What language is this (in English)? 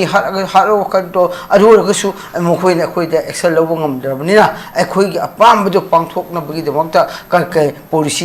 Manipuri